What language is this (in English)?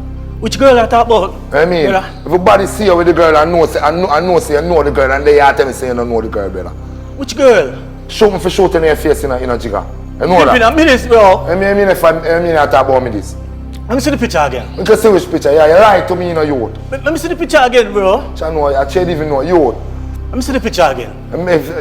Jamaican Creole English